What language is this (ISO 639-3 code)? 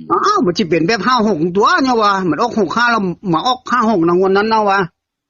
tts